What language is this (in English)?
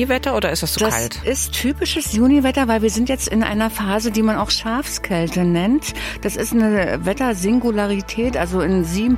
German